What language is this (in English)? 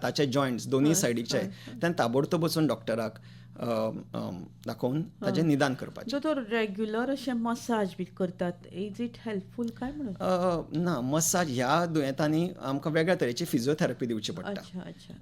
Konkani